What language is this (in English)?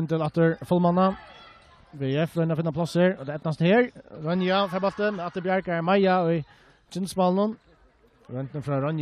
Faroese